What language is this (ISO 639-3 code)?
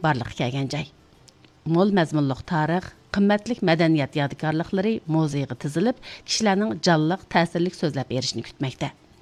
uig